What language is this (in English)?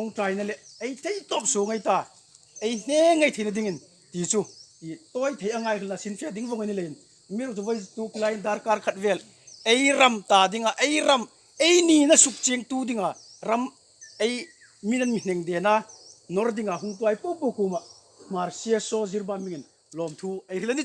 Hmar